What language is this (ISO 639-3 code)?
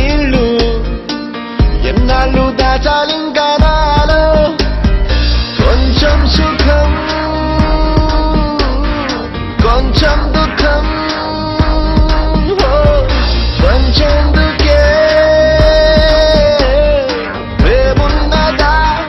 tel